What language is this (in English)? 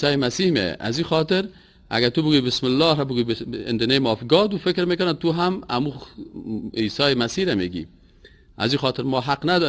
Persian